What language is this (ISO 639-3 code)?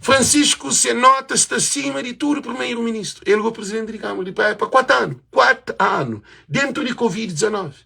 kea